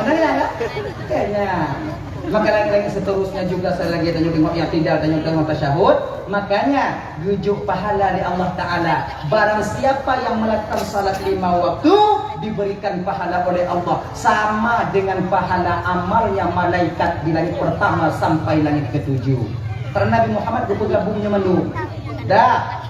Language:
Achinese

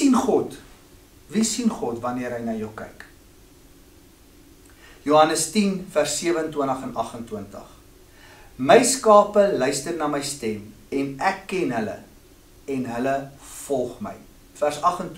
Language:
Afrikaans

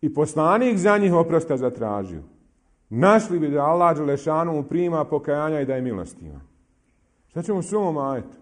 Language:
Bosnian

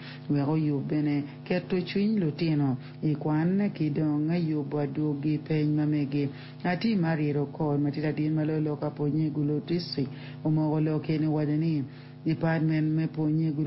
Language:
Acoli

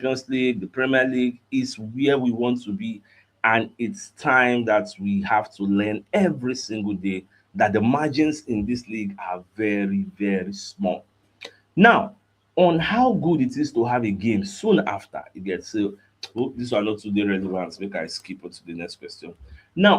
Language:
Nigerian Pidgin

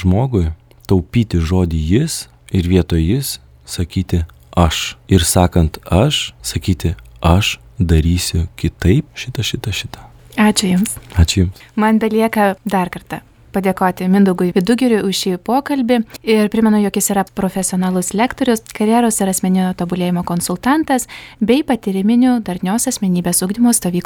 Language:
Lithuanian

